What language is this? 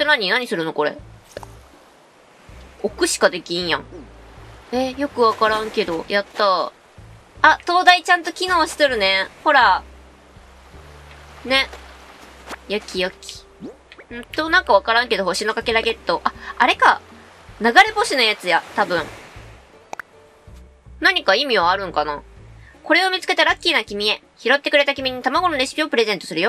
Japanese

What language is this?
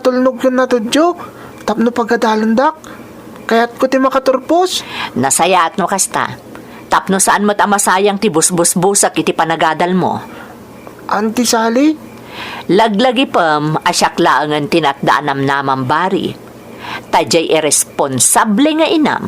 Iloko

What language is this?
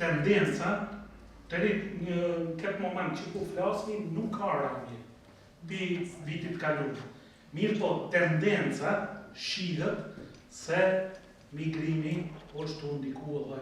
Albanian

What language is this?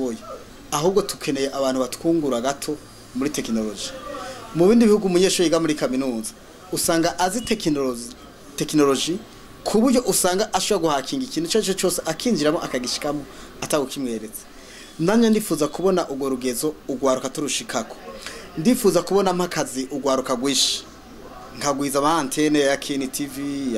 Rundi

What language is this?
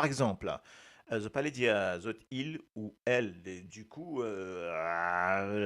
Morisyen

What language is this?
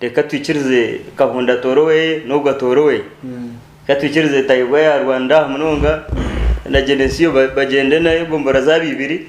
Nyankole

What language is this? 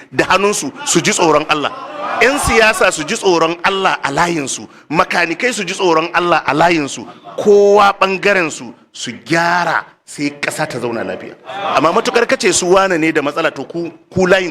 Hausa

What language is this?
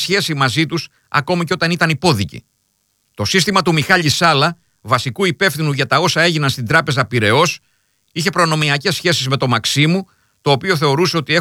Greek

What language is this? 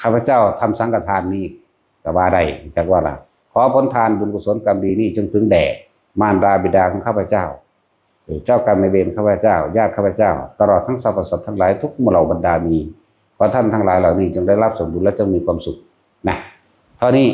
Northeastern Thai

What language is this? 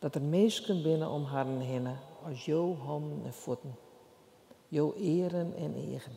Western Frisian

